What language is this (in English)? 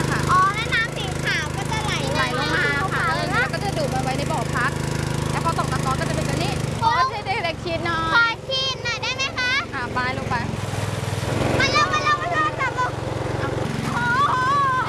Thai